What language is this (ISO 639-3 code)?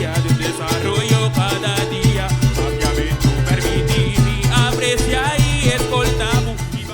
pap